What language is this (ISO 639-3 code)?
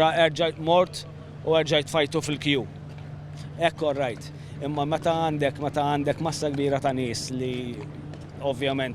mlt